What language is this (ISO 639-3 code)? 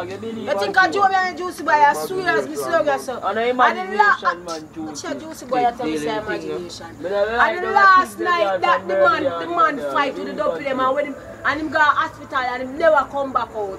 jam